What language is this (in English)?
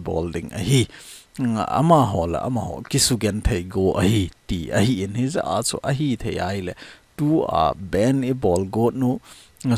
Thado Chin